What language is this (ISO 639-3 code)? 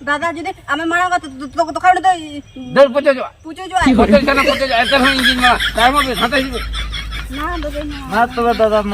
sat